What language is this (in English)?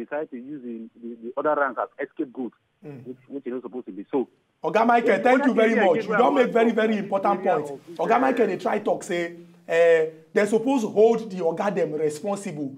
Nigerian Pidgin